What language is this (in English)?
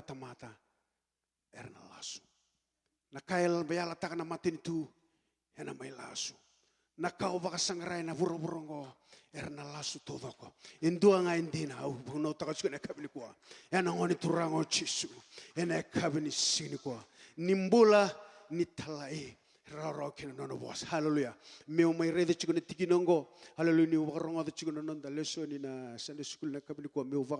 Fijian